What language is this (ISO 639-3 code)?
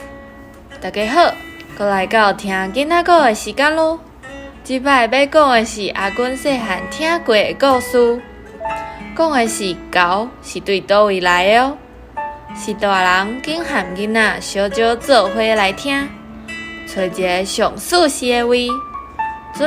nan